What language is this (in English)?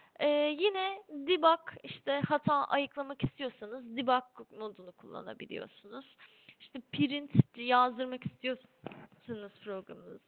Turkish